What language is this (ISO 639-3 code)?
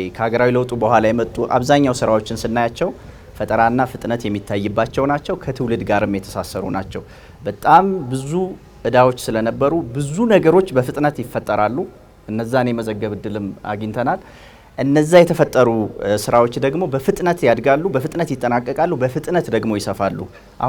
amh